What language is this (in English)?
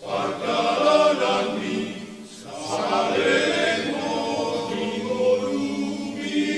Batak Toba